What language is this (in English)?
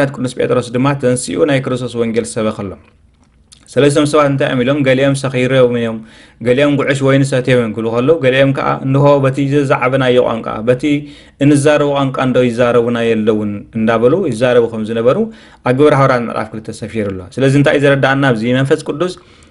Tigrinya